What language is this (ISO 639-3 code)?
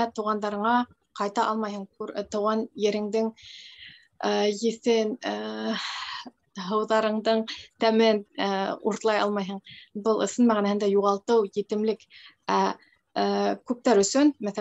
bak